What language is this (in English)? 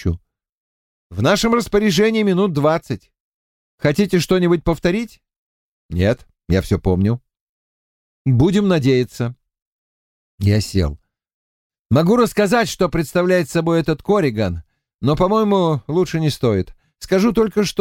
Russian